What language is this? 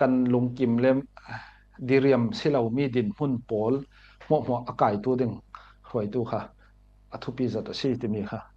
Falam Chin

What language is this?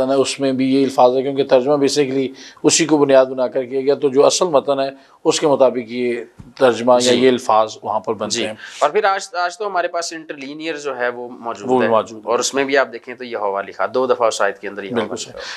Urdu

